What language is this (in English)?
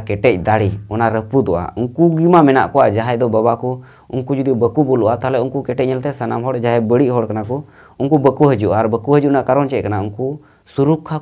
Santali